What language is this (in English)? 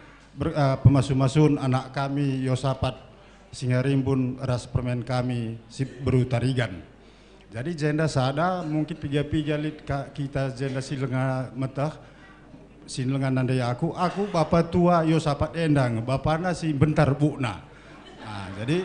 Batak Karo